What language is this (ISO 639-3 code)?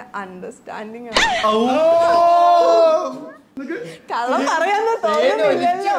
mal